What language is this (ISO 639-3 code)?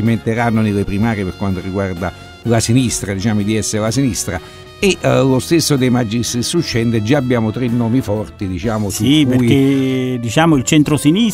ita